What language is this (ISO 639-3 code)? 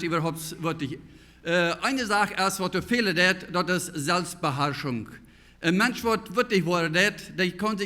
pdt